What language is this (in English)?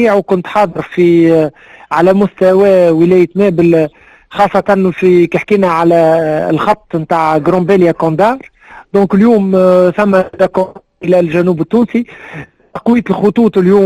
Tunisian Arabic